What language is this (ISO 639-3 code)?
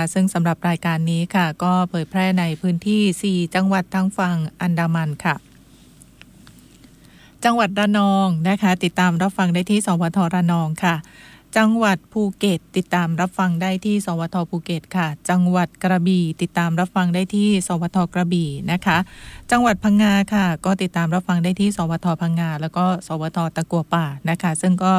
tha